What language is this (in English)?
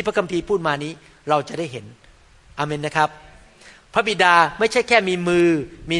Thai